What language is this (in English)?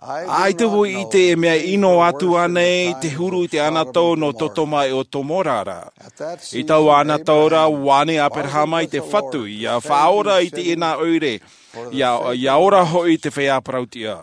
Tahitian